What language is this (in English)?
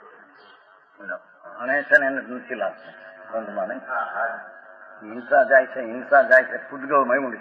Gujarati